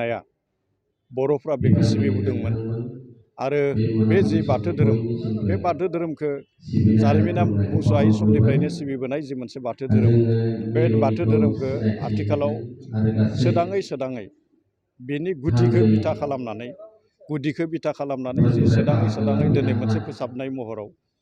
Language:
Bodo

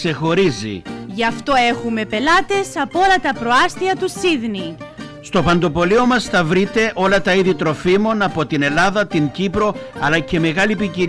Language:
Greek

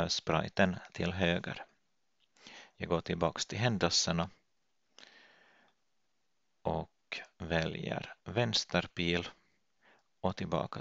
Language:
Swedish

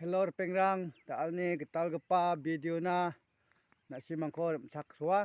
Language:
Garo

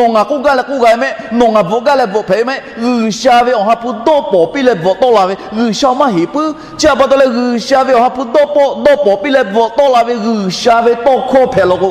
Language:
Lahu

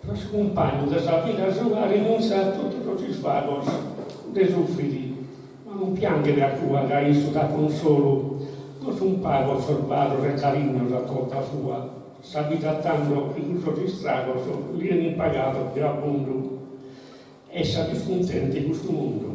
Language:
Sardinian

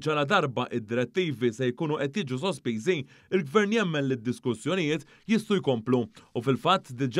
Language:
Maltese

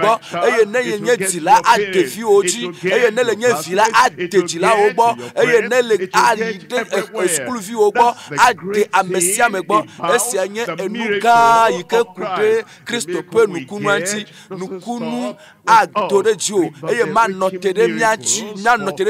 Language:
Ewe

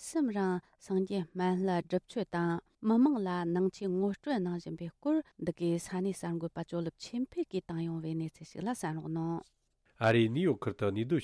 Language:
Tibetan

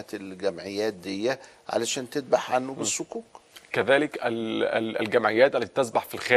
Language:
Egyptian Arabic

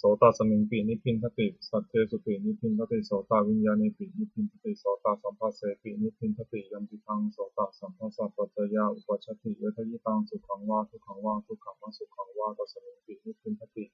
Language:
Pali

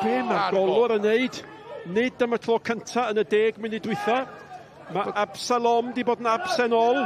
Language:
Welsh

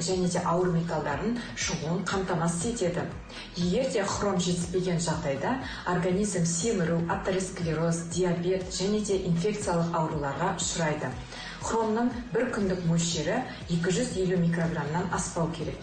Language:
Kazakh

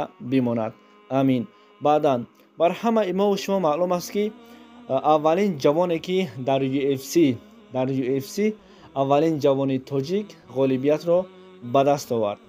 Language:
Tajik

